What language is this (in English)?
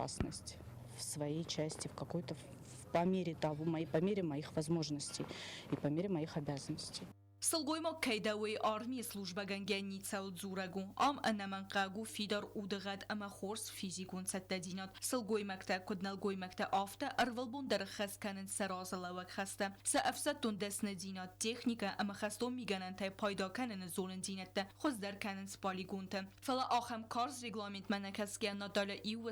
Ossetic